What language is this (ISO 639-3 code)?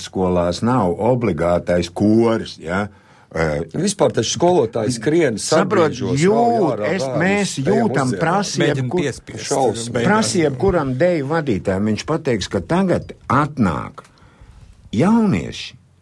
lav